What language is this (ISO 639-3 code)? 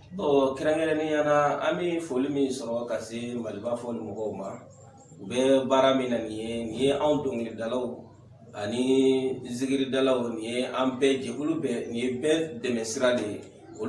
bam